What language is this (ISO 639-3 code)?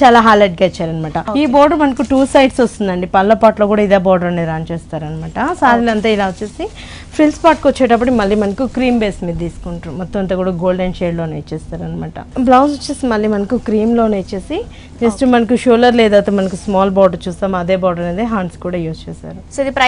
tel